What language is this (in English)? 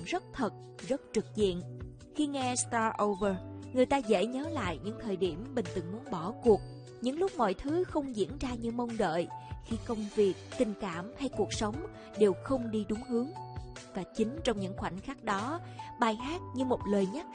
Vietnamese